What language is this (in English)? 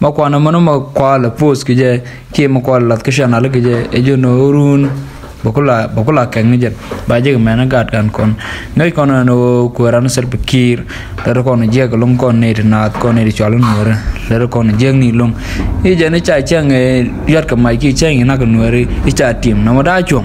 Nuer